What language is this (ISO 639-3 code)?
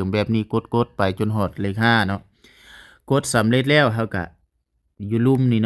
lao